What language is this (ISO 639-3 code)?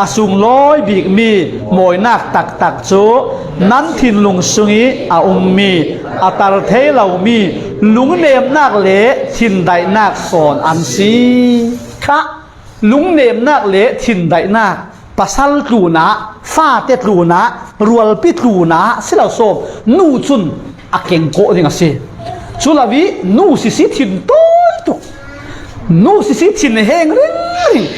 cfm